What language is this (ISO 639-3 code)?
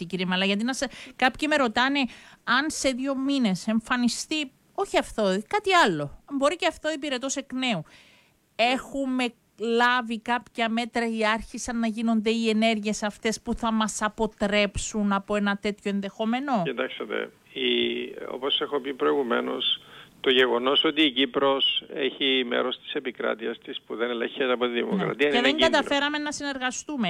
ell